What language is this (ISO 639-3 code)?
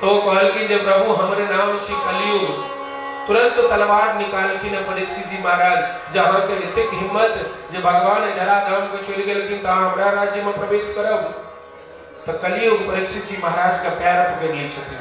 mai